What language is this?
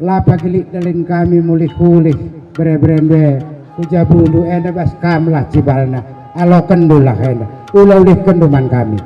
Batak Karo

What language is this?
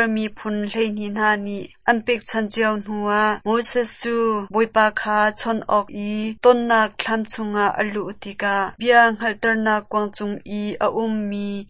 Hakha Chin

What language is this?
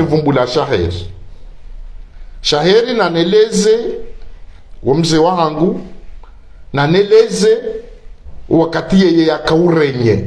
Swahili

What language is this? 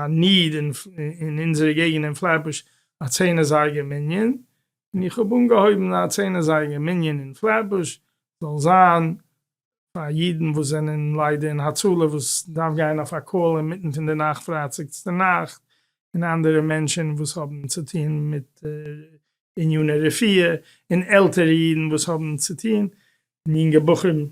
Yiddish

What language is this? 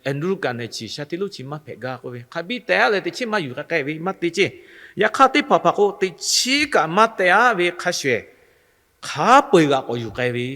Lahu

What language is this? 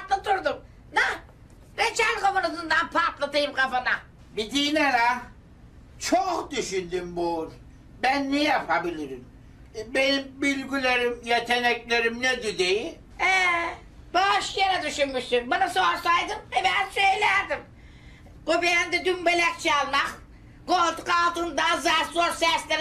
Turkish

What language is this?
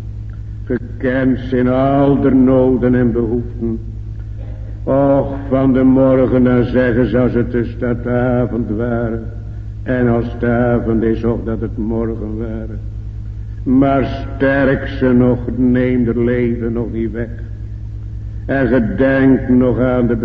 Dutch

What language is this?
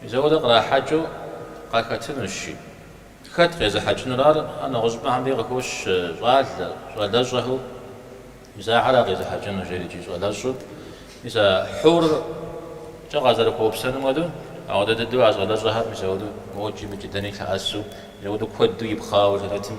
Kabardian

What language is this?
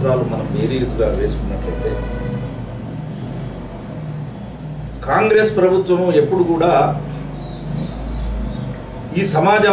Telugu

